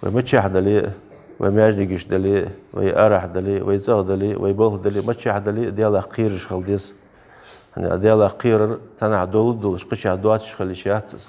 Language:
Ingush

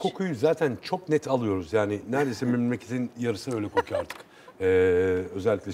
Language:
Turkish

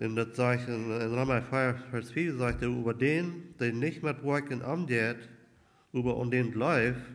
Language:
Plautdietsch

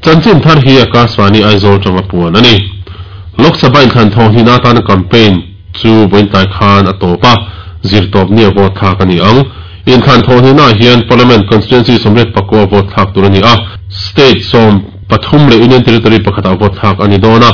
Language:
Mizo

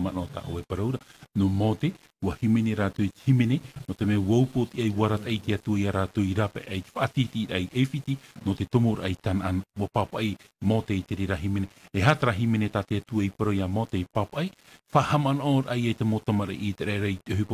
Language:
Tahitian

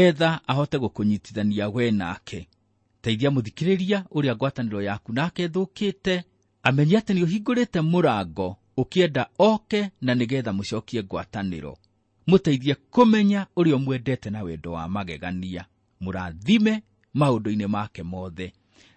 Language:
Kikuyu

